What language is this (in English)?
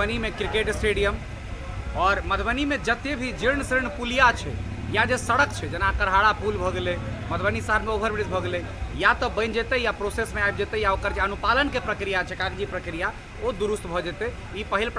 Maithili